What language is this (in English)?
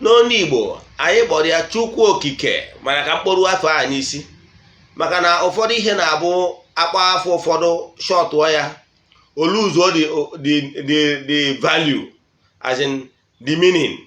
Igbo